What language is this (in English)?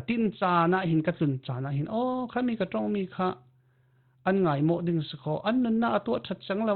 Falam Chin